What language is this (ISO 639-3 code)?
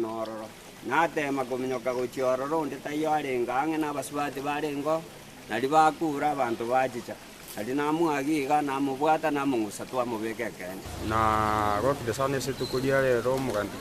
guz